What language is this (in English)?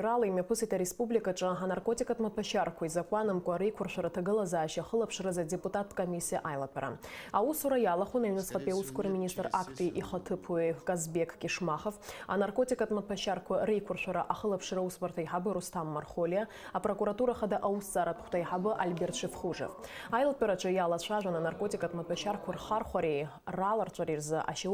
Abkhazian